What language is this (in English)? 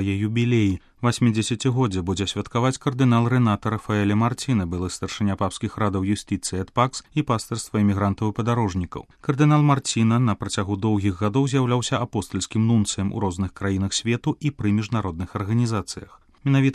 Belarusian